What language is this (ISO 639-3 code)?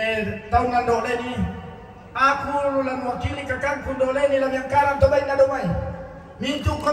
sda